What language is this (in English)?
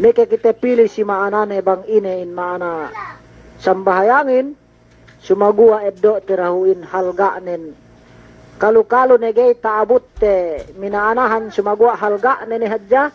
Yakan